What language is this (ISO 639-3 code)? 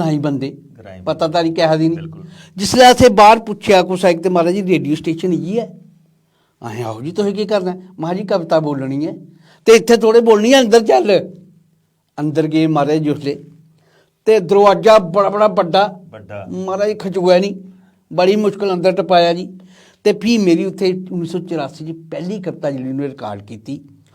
doi